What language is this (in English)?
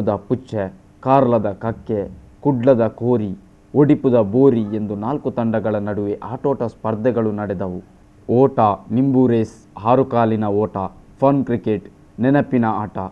Kannada